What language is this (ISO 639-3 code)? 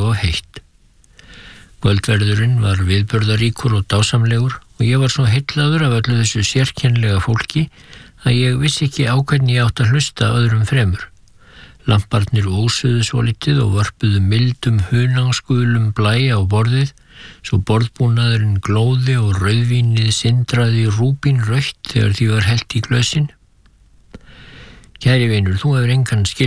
isl